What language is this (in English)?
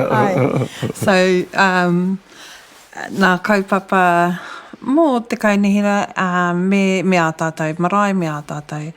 Māori